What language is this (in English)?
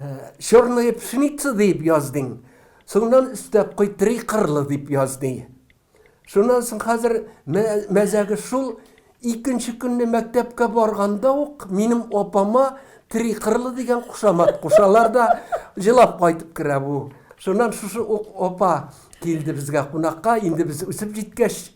Tatar